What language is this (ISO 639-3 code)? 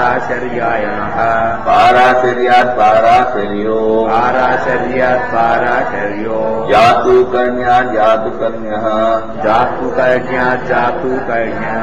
san